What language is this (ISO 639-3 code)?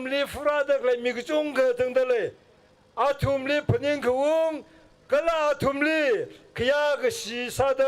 nmf